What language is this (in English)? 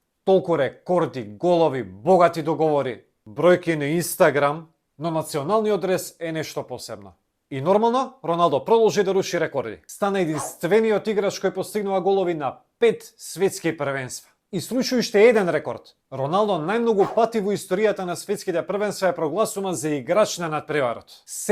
Macedonian